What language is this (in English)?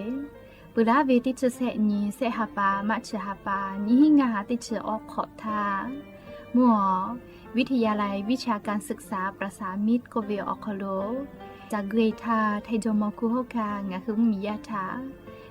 Lahu